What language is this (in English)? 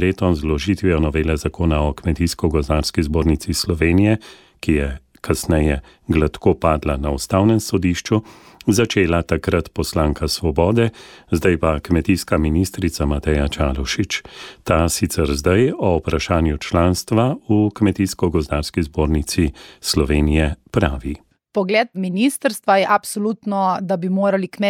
Slovenian